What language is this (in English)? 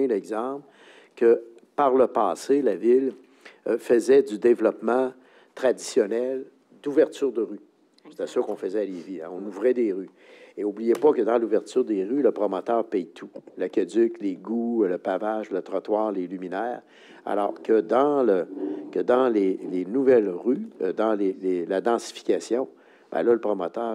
French